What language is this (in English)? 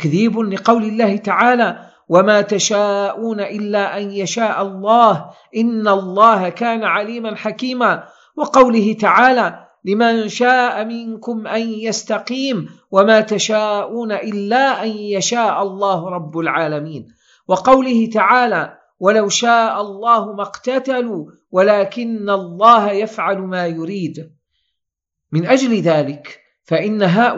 Arabic